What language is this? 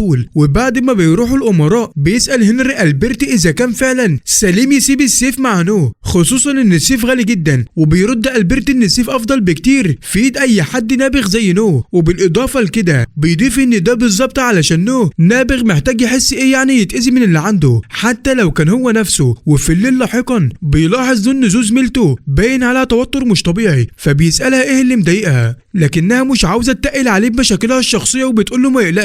Egyptian Arabic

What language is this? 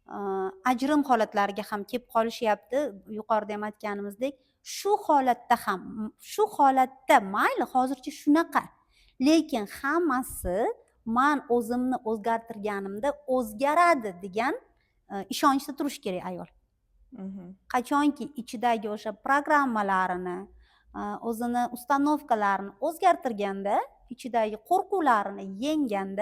Uzbek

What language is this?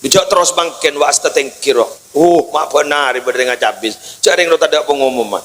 Madurese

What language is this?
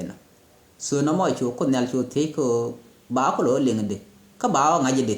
Nuer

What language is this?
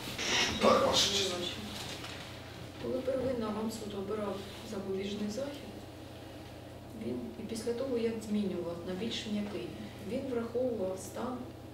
Ukrainian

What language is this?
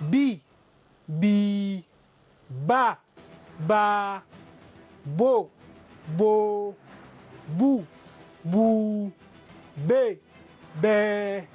Zarma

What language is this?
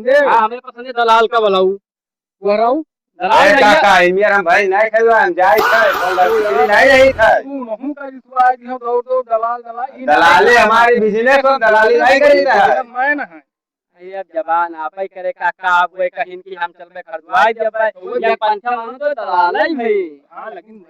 Awadhi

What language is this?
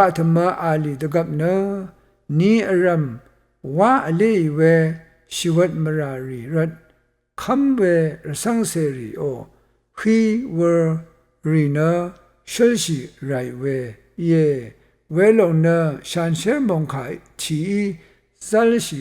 Rawang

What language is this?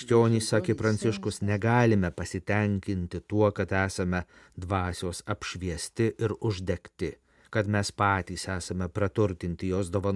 Lithuanian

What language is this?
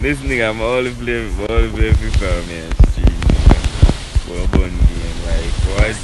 Jamaican Creole English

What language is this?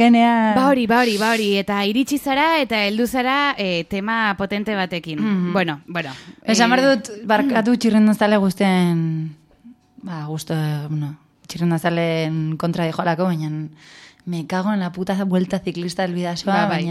Basque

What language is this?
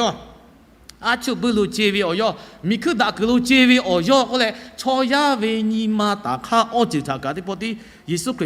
Lahu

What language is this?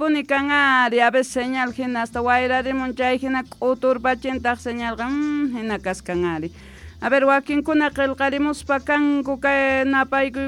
South Bolivian Quechua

